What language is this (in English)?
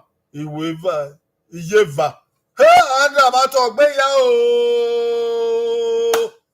Bini